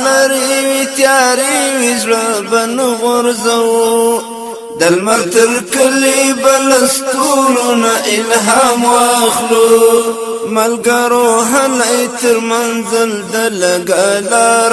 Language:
Pashto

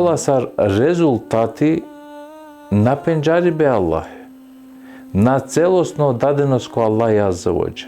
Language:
Balkan Romani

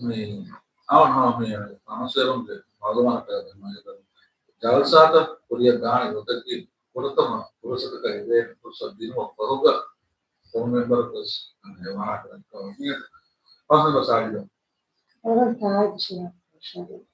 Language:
Divehi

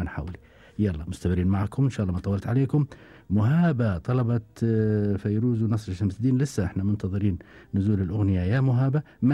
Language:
Gulf Arabic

